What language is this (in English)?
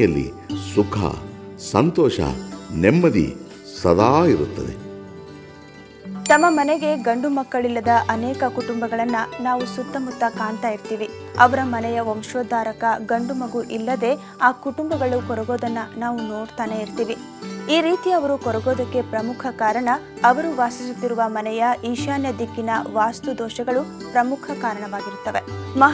Kannada